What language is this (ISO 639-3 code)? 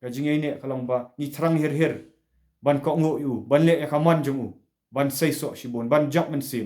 kha